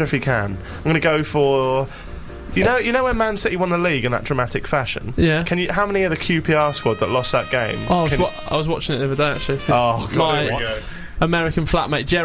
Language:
English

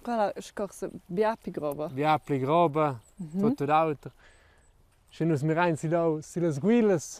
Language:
Romansh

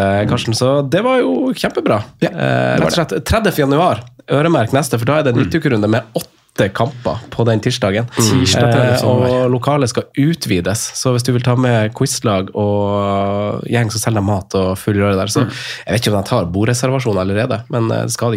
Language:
Norwegian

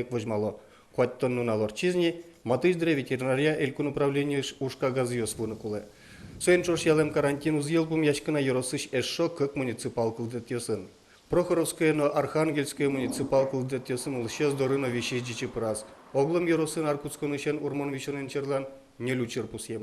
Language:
Udmurt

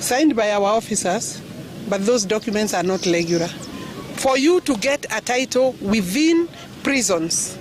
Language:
Gusii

